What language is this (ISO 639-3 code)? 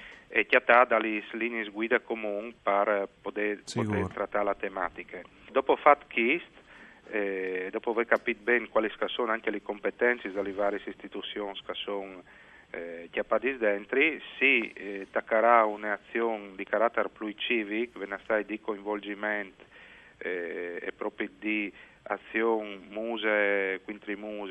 fur